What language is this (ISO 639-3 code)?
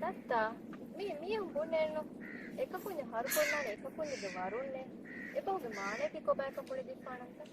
div